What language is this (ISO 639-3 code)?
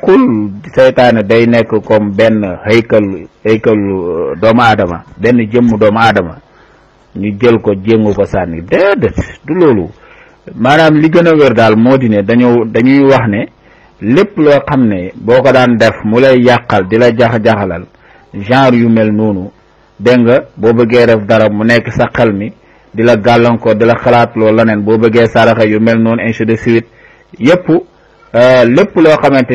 wol